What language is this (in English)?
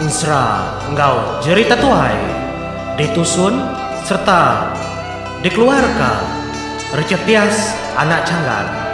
Iban